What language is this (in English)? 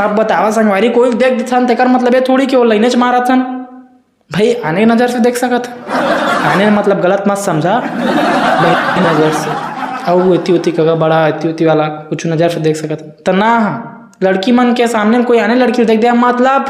Chhattisgarhi